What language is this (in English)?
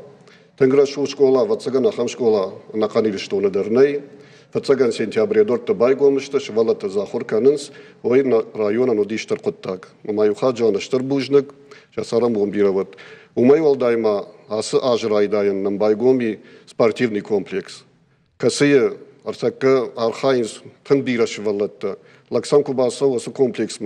Ossetic